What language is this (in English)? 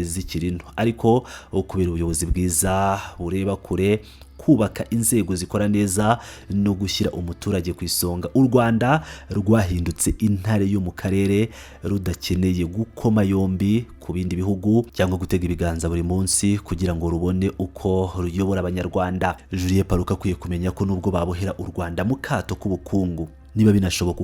Kinyarwanda